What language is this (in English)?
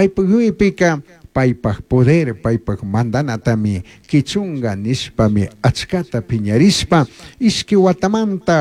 Chimborazo Highland Quichua